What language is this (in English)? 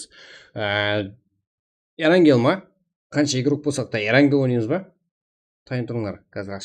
Kara-Kalpak